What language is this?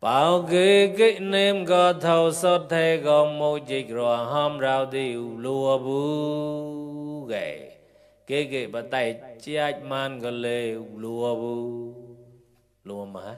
Mon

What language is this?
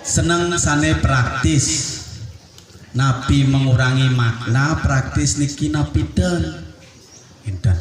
Balinese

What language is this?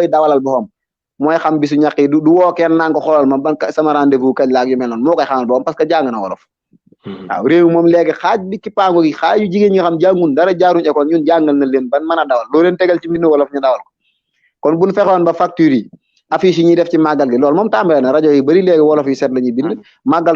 Wolof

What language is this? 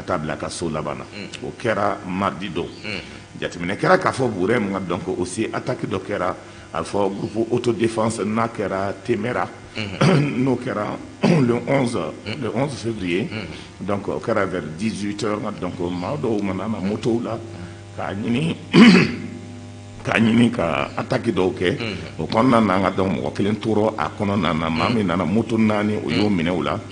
Bambara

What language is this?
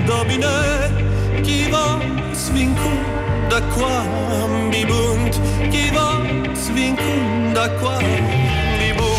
Romanian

